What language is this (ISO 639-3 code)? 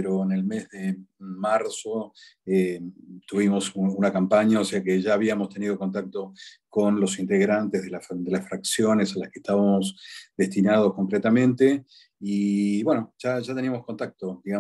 spa